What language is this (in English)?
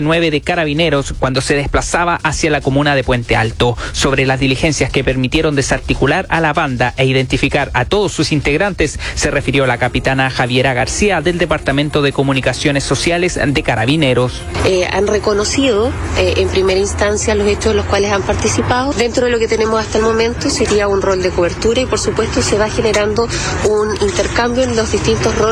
Spanish